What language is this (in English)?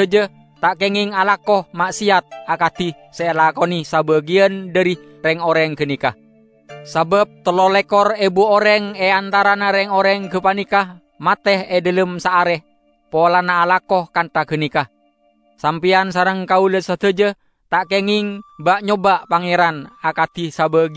Madurese